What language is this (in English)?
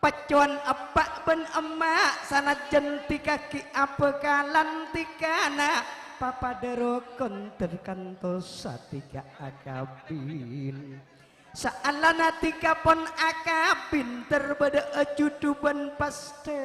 Madurese